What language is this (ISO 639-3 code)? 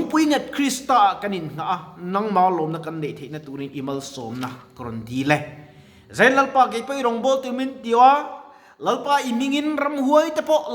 lus